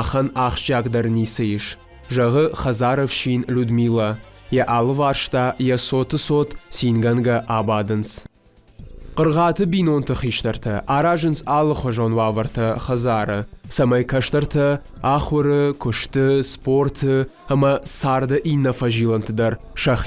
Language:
Ossetic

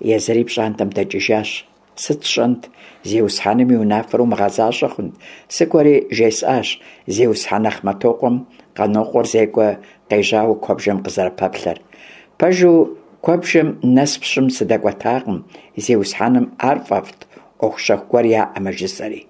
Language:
Kabardian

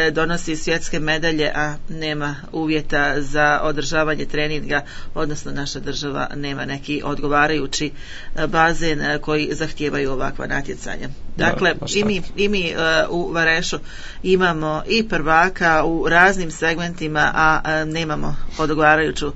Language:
Croatian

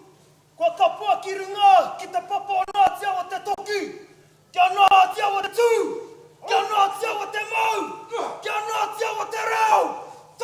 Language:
Māori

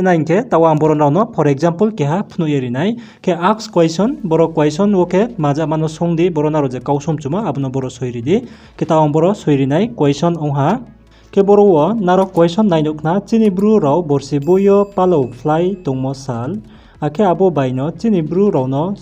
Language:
Riang (India)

